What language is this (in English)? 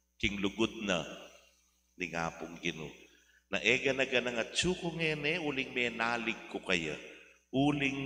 Pampanga